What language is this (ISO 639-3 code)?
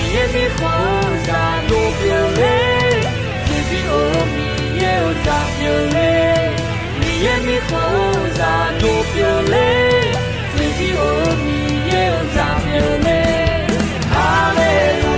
ahk